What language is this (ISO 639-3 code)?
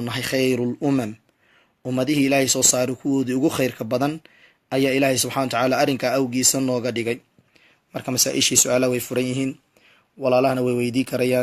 som